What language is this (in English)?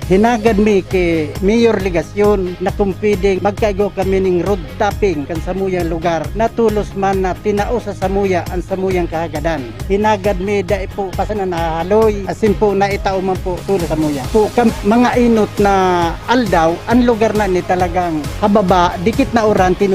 Bikol